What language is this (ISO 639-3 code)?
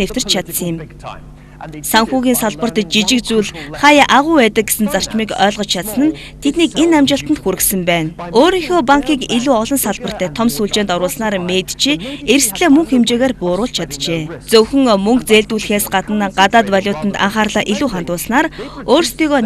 mon